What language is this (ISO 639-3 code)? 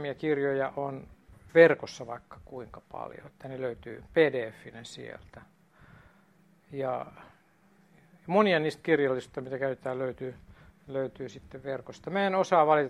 fin